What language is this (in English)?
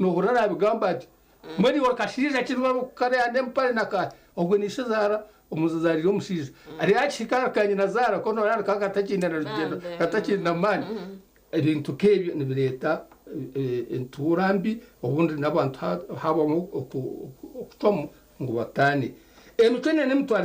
Nyankole